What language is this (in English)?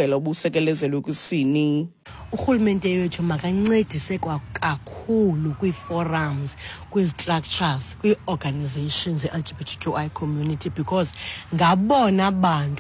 Xhosa